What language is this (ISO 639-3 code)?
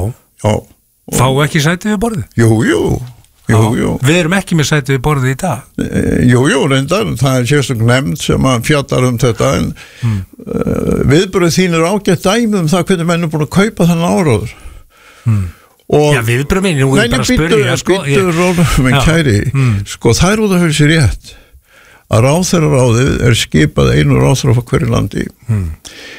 isl